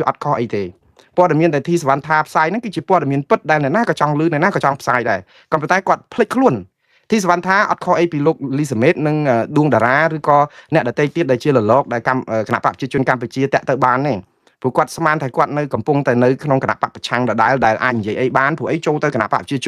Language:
Khmer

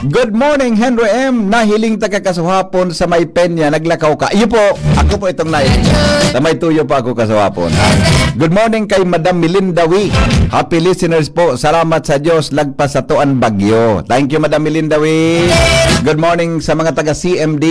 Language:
Bikol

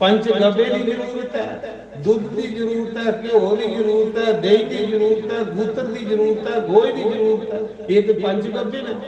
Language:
Dogri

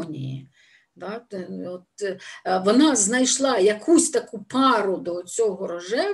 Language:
Ukrainian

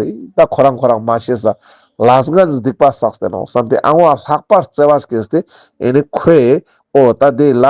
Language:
Ladakhi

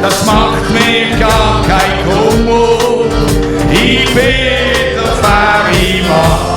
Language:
Swiss German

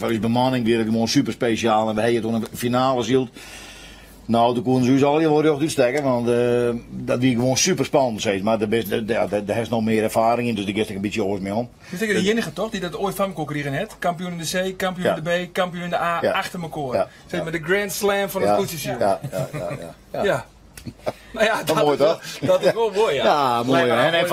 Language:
Western Frisian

